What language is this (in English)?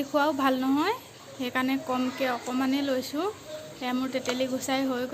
Assamese